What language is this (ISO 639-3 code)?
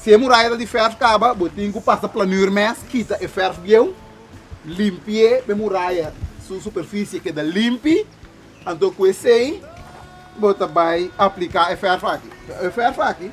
pap